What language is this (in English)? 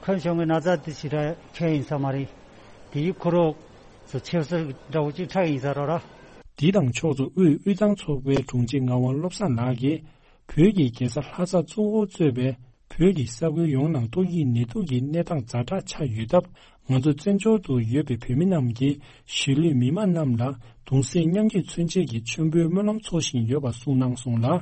Tibetan